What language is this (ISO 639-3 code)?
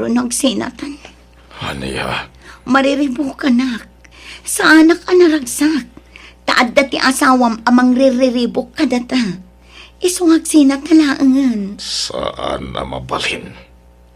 ilo